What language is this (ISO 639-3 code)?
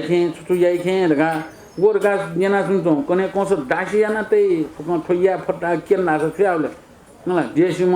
new